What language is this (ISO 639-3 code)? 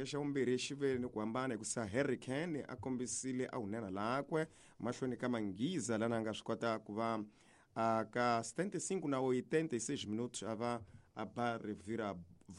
tso